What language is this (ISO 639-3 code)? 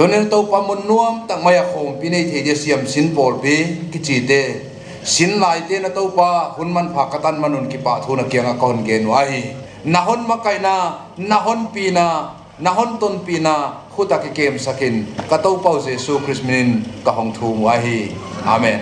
pck